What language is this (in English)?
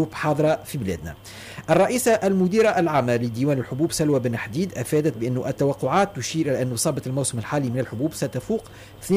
Tunisian Arabic